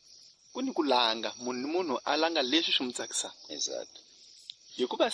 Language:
Tsonga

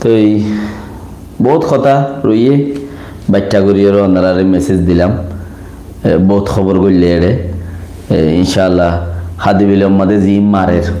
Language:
Rohingya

